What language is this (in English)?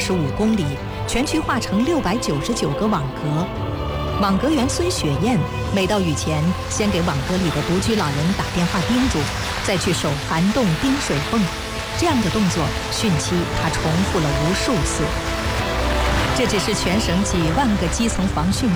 Chinese